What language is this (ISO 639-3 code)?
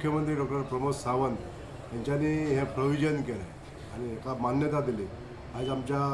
kok